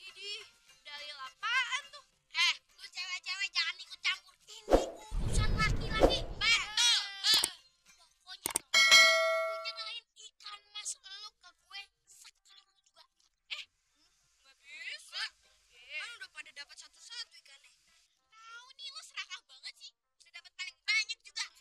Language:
Betawi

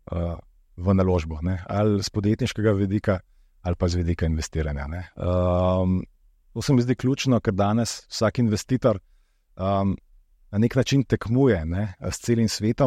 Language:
Slovenian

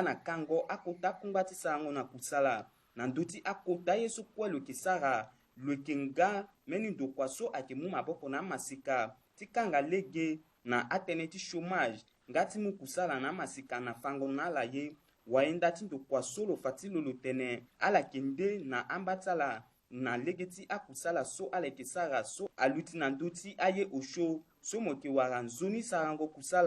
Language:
Sango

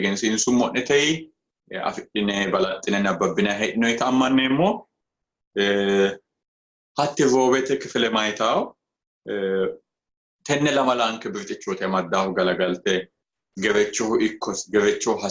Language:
Sidamo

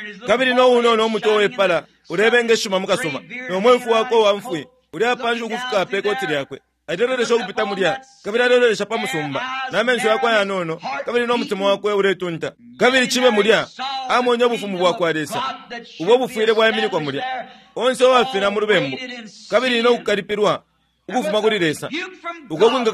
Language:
Bemba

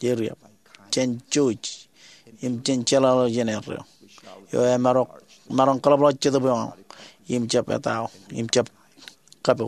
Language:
Marshallese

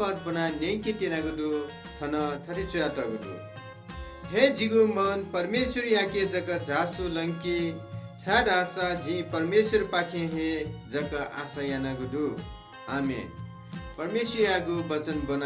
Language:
Newari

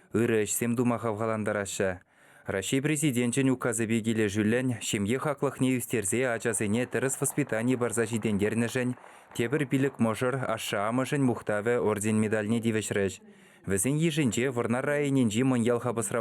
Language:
Chuvash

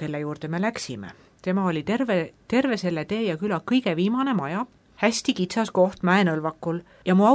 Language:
Estonian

